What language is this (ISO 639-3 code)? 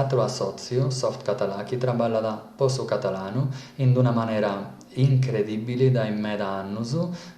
srd